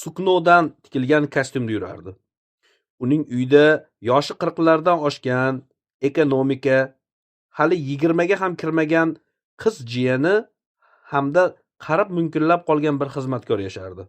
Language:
Uzbek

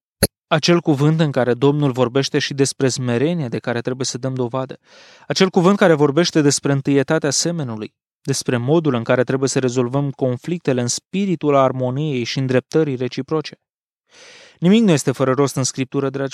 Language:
Romanian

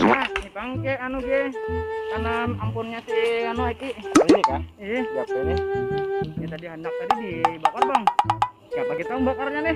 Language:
Banjar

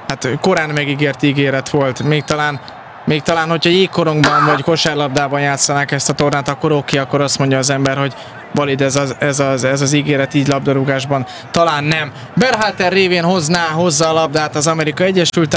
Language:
Hungarian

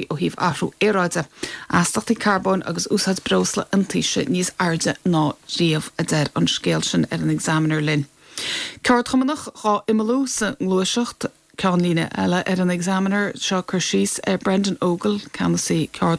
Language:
Irish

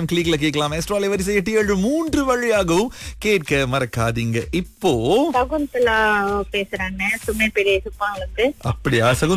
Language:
Tamil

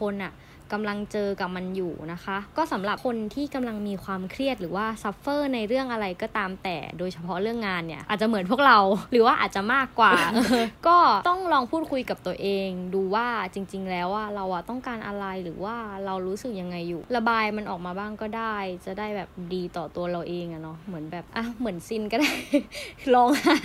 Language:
Thai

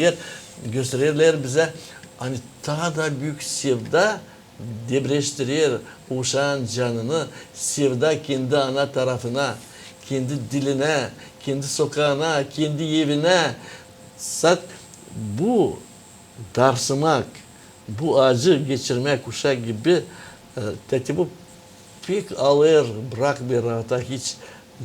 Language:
Gagauz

